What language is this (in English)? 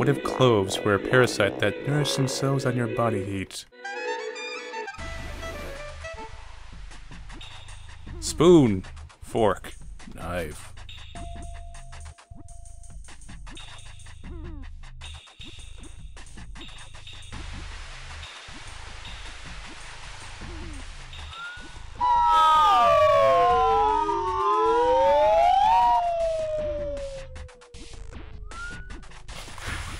English